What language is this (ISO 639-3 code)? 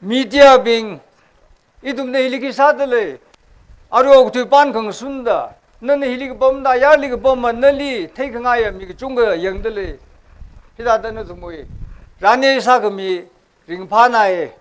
nmf